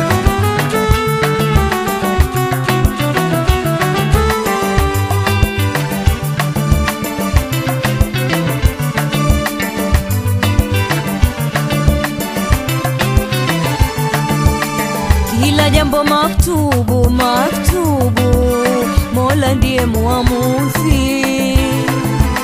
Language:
Swahili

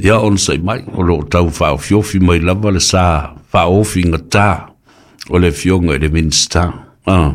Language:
Samoan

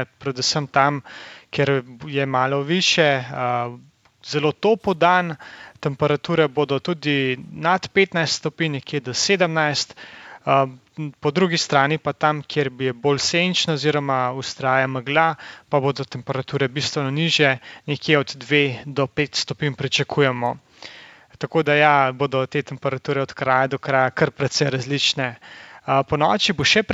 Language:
Slovenian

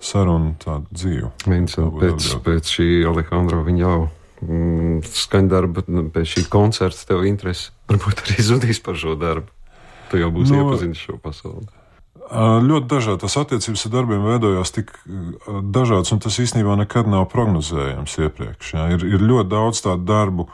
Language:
Latvian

